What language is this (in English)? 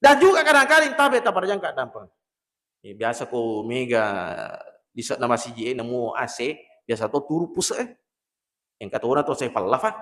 Buginese